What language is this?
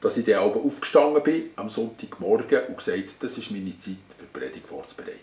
Swiss German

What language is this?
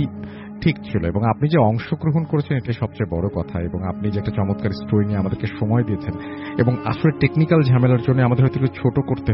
Bangla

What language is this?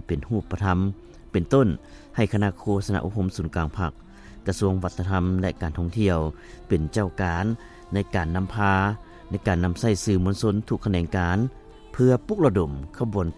Lao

